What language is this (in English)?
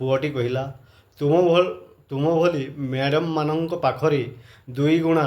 Odia